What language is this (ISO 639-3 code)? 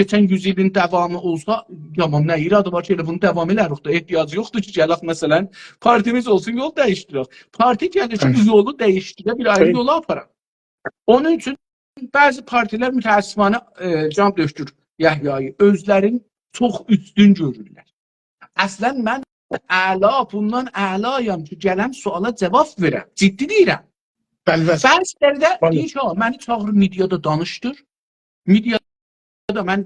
azb